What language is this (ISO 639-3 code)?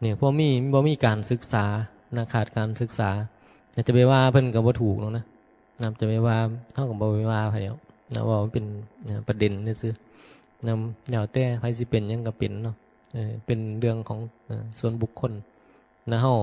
tts